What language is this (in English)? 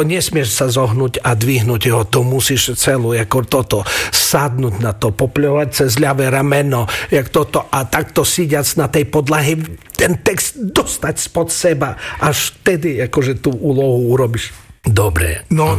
Slovak